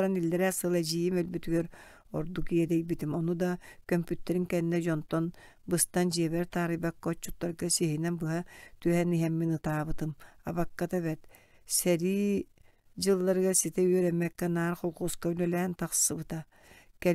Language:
Yakut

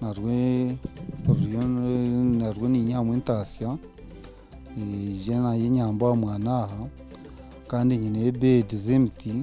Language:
Nyankole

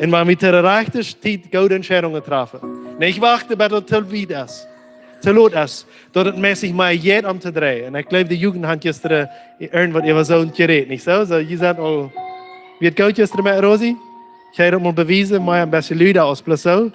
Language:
Plautdietsch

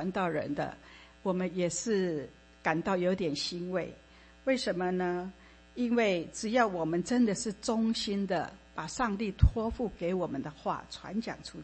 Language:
Chinese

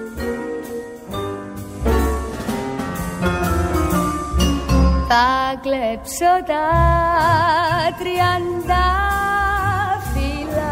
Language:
Greek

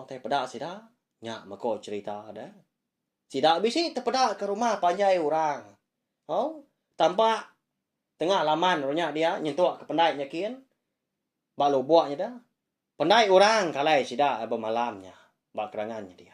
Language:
Iban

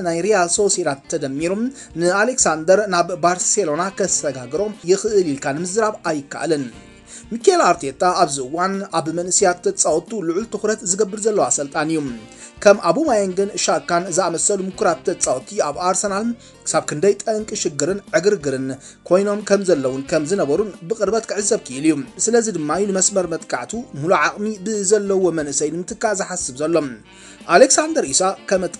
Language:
Tigrinya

